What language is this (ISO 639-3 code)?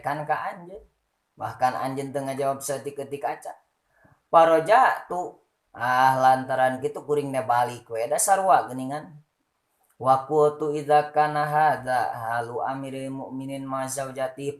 sun